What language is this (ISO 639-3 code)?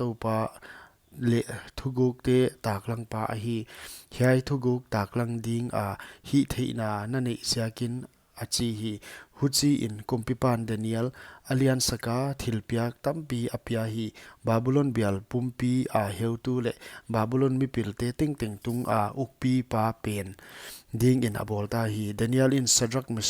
pck